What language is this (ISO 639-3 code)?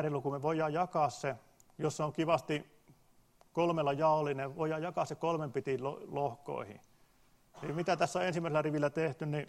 fin